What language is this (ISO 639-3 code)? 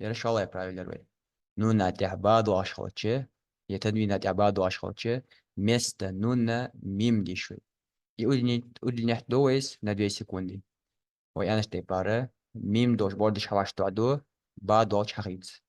inh